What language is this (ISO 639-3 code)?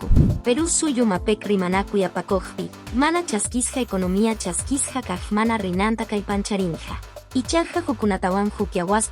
que